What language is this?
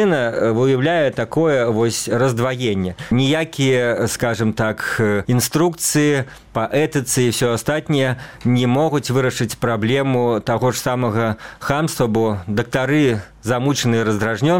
Belarusian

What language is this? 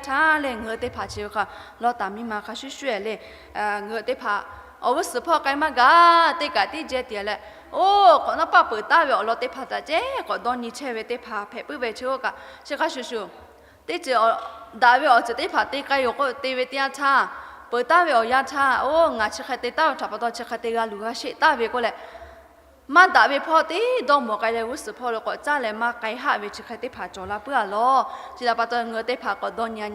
Lahu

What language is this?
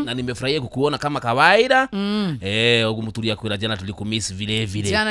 Kikuyu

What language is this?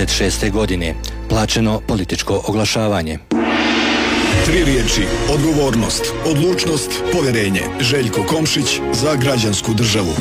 Croatian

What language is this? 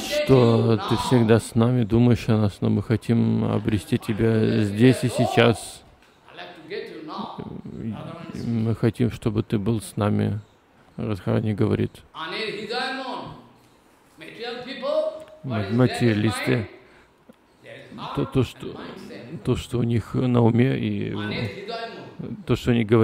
Russian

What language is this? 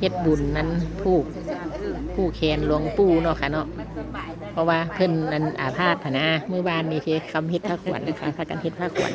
Northeastern Thai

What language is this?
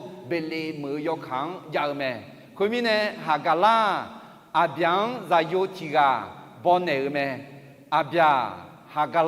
Akha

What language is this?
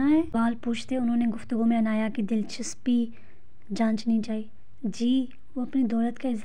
Urdu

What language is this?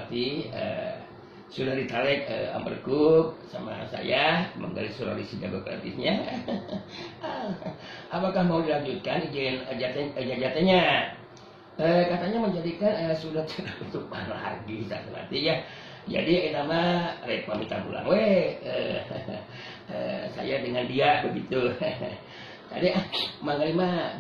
Sundanese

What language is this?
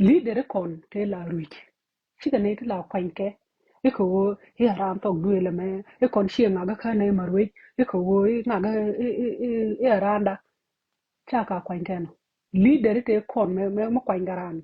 Nuer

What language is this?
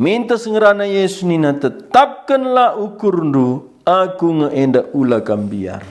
Batak Karo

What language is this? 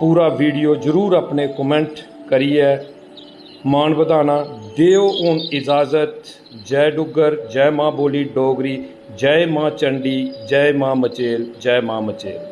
Dogri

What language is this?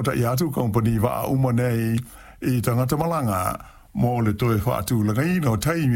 Samoan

